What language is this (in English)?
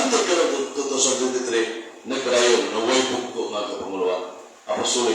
Cebuano